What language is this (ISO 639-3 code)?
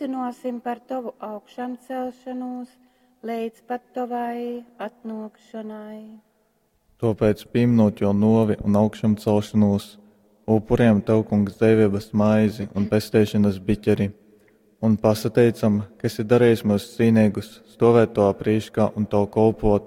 ltg